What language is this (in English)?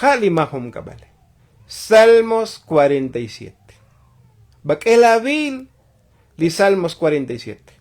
Tzotzil